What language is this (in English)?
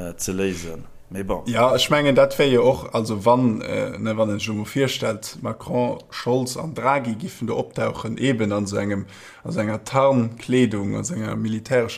Luxembourgish